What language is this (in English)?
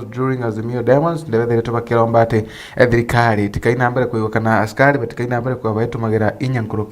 Meru